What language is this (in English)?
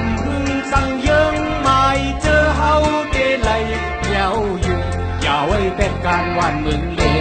Shan